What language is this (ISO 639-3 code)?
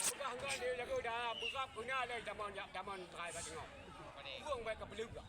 ace